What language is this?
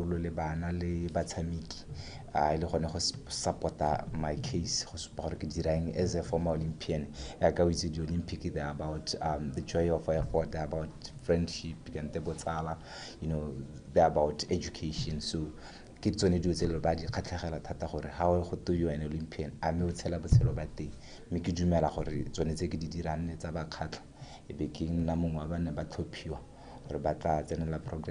Tswana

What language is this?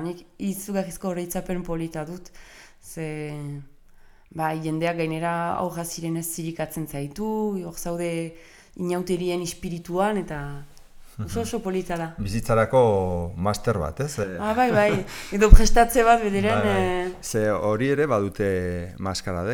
Basque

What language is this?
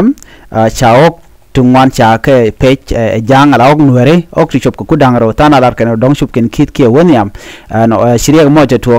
Nuer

